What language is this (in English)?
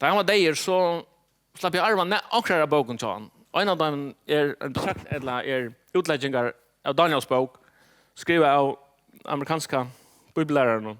Faroese